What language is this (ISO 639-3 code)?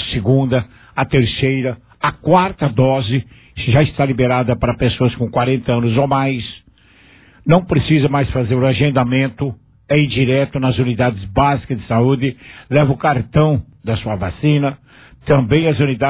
por